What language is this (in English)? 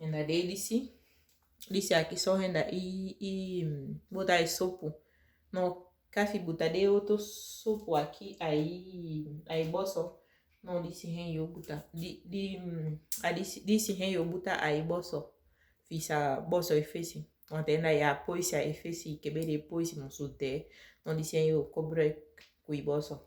Saramaccan